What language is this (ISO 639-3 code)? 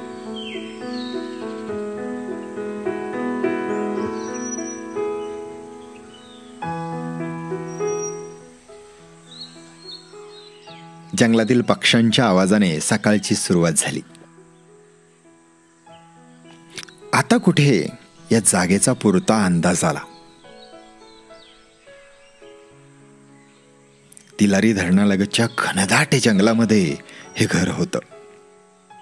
mar